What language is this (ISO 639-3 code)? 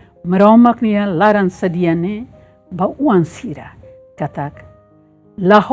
tet